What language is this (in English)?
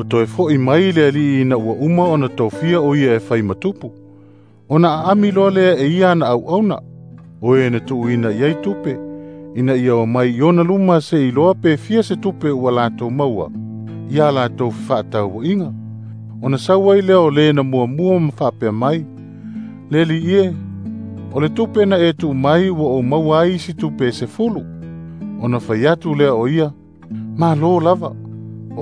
Samoan